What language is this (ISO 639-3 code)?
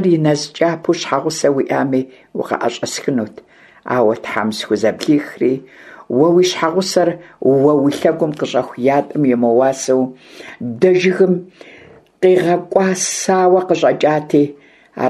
kbd